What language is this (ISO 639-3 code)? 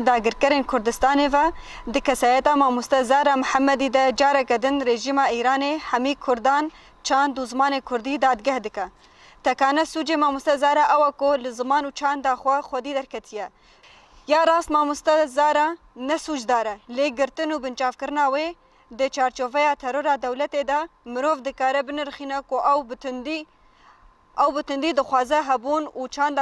kur